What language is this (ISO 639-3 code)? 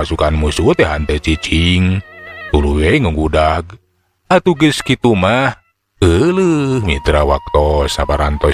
sun